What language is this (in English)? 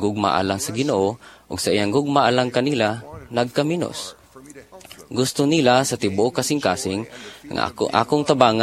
Cebuano